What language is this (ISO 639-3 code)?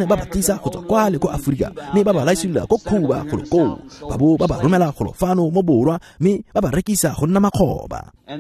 tsn